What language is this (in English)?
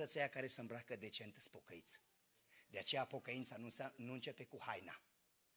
Romanian